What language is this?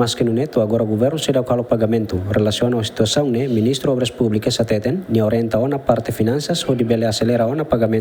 Tetum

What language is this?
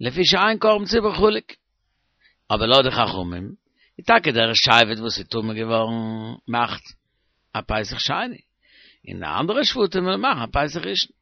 Yiddish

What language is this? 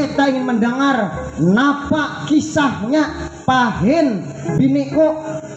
Banjar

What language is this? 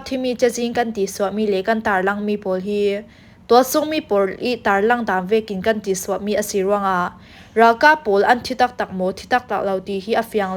Falam Chin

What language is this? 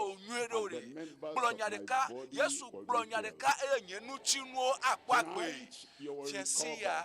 Ewe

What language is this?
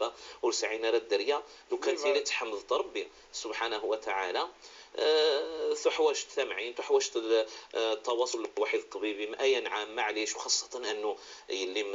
Moroccan Arabic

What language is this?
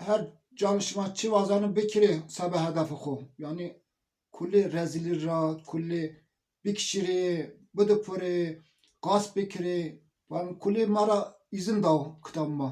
Zaza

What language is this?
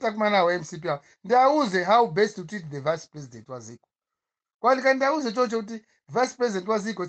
Nyanja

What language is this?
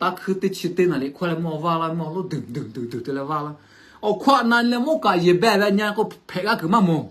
Lahu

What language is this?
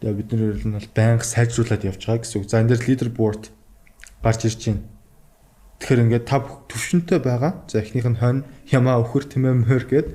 Mongolian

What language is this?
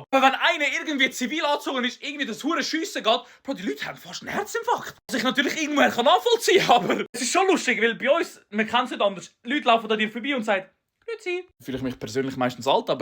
Swiss German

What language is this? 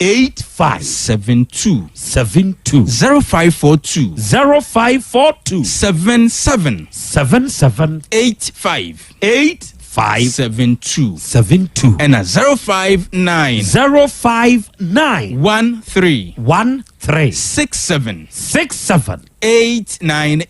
Akan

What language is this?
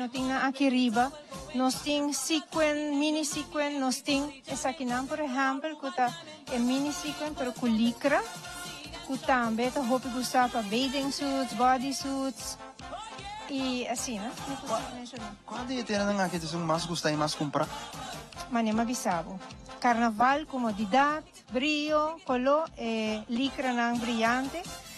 Papiamento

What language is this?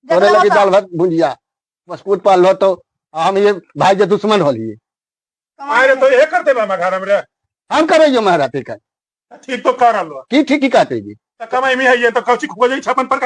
Magahi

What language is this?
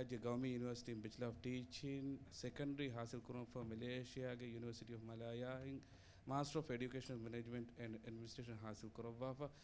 Divehi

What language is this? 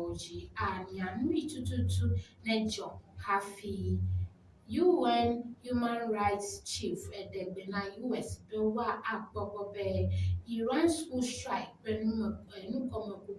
Ewe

